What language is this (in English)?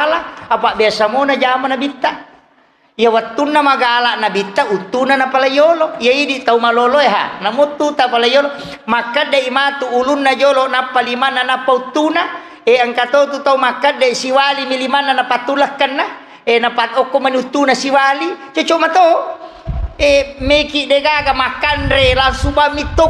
Buginese